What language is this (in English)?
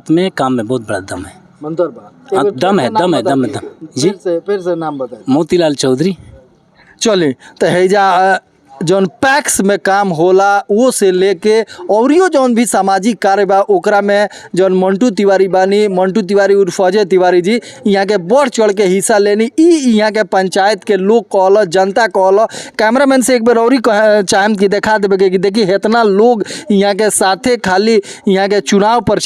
Bhojpuri